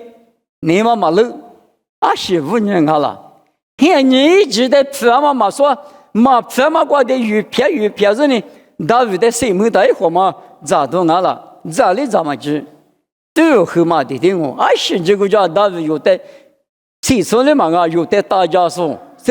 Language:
Lisu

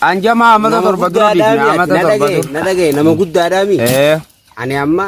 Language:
Oromo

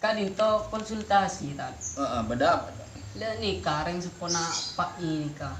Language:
Madurese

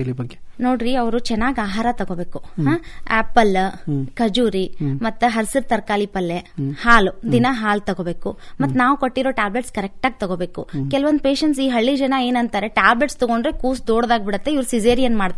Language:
Kannada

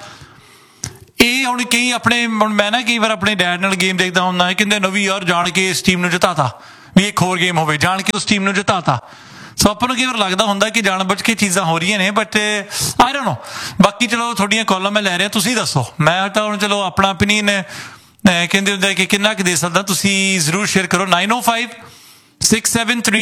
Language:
Punjabi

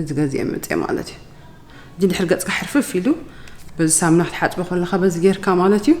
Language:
Tigrinya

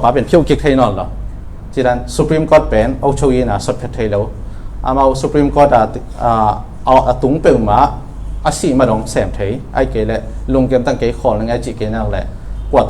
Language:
Tedim Chin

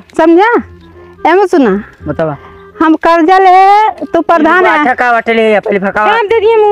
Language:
Awadhi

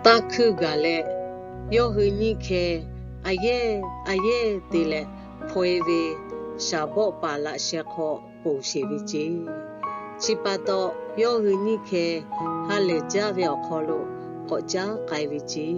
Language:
Lahu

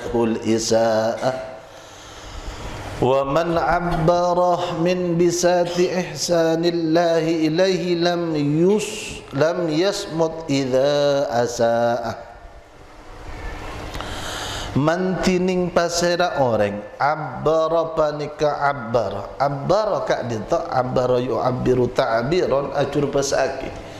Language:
Madurese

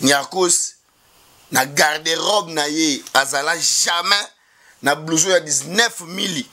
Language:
Lingala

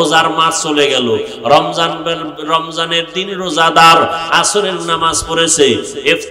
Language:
Bangla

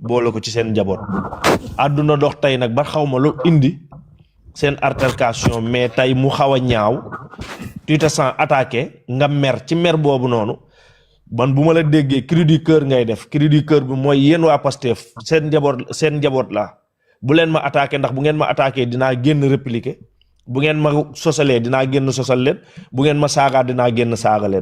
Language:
Wolof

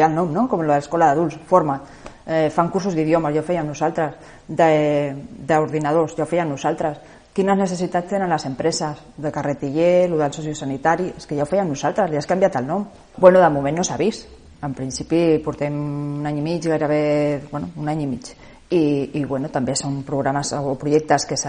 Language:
Catalan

